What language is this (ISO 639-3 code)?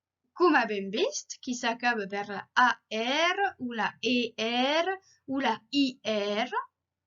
oci